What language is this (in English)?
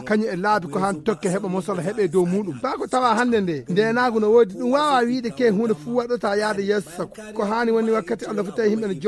Fula